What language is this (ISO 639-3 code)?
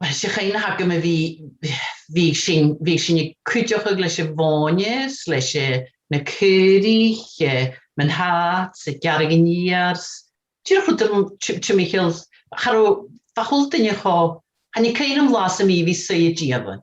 gla